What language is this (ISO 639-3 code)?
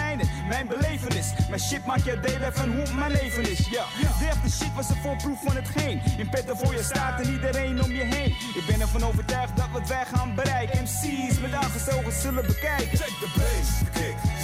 nld